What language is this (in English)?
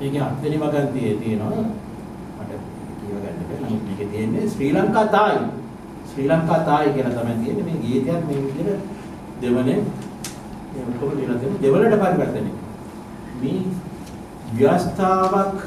Sinhala